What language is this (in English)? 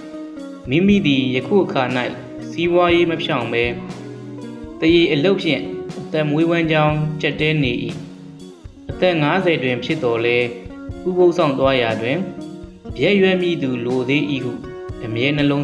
Burmese